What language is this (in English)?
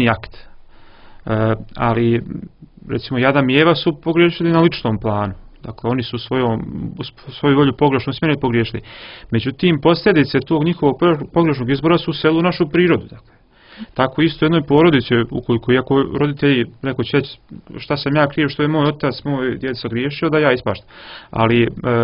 Croatian